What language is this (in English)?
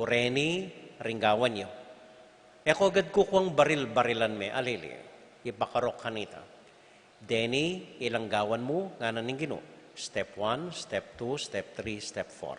Pampanga